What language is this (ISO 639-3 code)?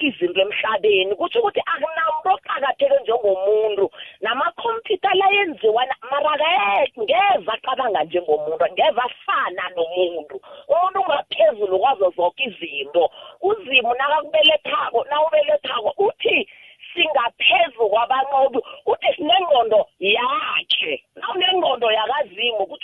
nbl